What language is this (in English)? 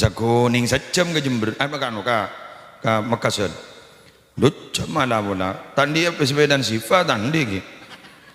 Madurese